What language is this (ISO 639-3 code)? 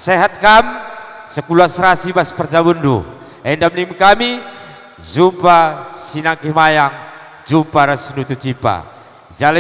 btx